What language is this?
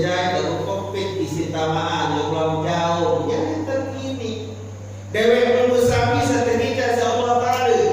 Sasak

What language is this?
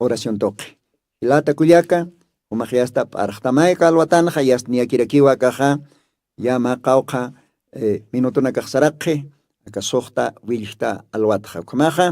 Aymara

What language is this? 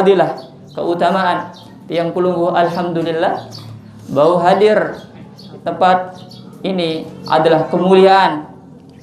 Sasak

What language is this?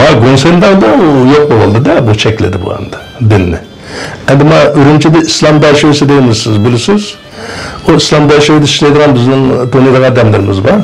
Uyghur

